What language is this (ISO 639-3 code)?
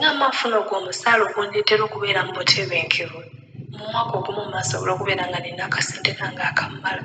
lug